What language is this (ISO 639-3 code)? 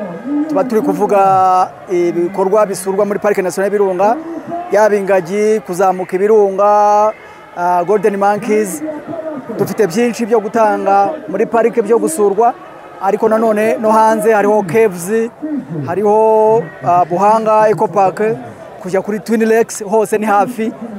kin